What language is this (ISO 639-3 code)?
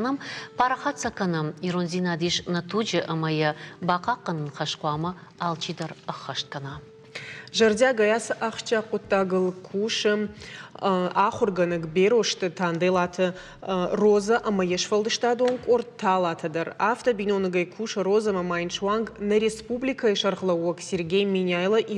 oss